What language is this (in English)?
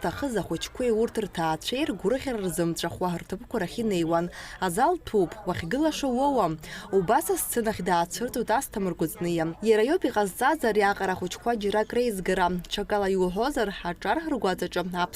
Abkhazian